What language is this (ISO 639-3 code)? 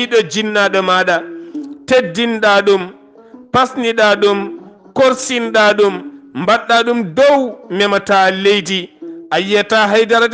ful